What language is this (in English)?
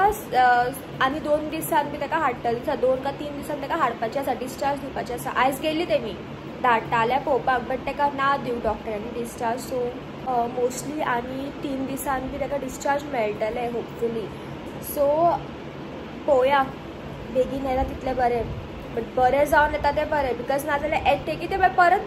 Konkani